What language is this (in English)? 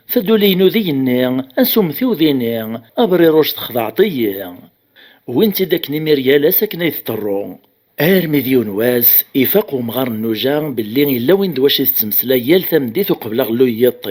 Kabyle